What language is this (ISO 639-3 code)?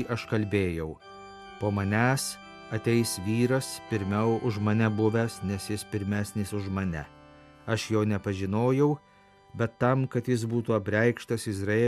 lit